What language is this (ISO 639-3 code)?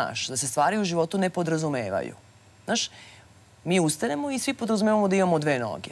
srp